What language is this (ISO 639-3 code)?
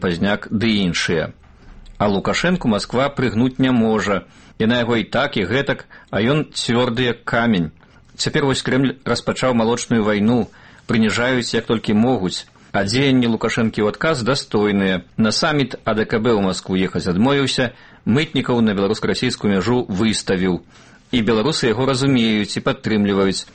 bel